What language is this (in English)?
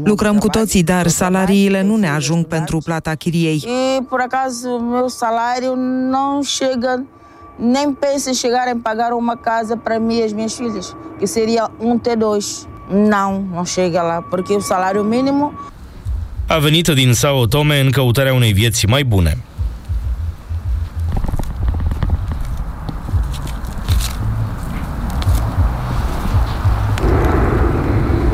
Romanian